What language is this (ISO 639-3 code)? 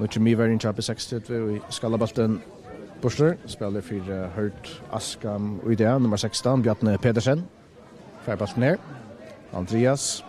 fao